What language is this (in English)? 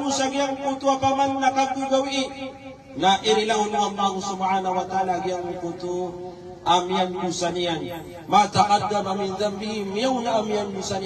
Maranao